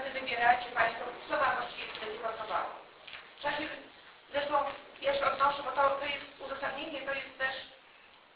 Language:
Polish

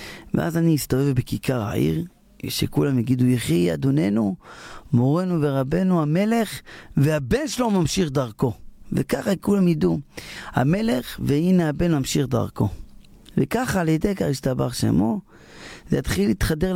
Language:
Hebrew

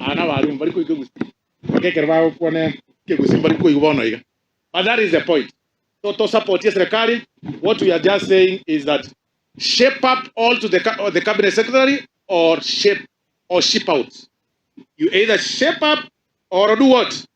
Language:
Gusii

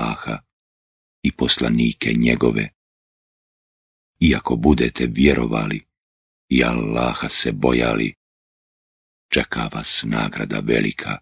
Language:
Bosnian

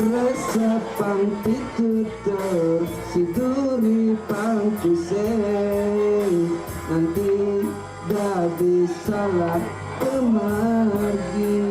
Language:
Balinese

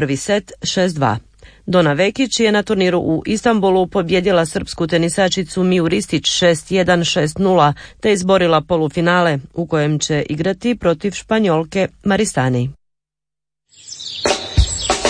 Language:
Croatian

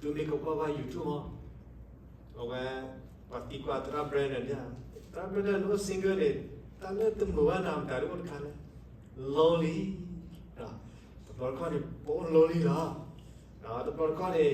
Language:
S'gaw Karen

